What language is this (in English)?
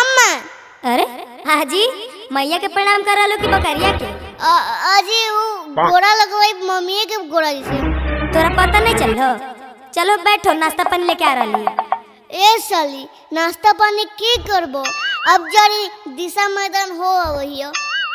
Magahi